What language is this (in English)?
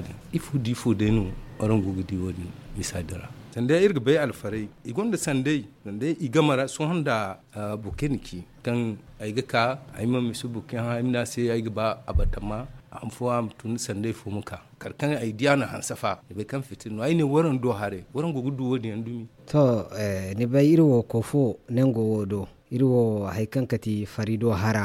Zarma